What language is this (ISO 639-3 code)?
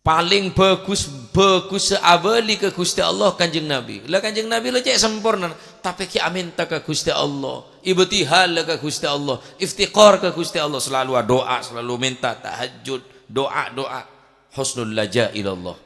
mad